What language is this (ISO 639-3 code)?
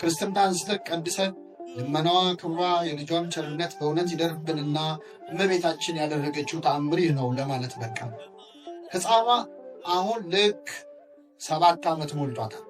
amh